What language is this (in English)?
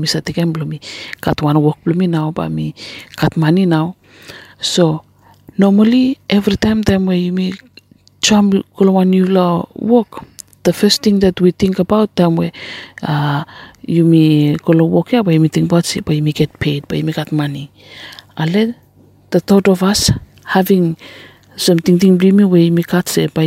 Bislama